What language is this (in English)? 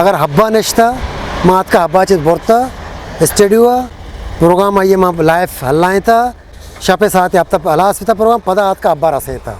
Eastern Balochi